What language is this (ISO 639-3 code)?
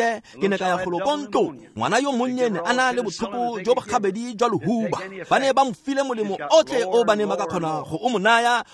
tsn